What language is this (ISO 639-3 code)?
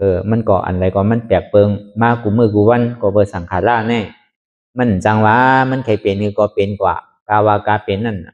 shn